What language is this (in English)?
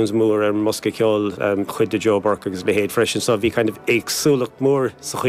Irish